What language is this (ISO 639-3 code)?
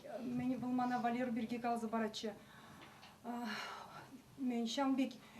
chv